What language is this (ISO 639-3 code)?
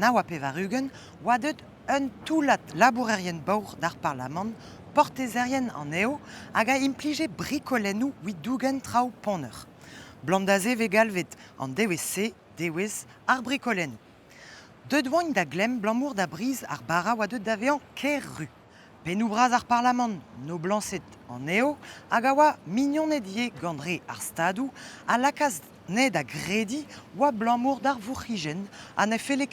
bre